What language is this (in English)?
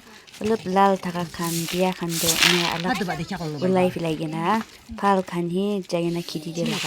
Naga Pidgin